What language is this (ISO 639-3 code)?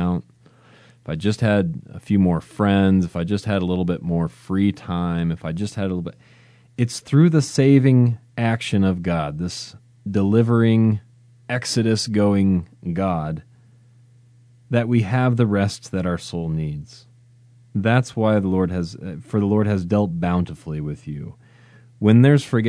eng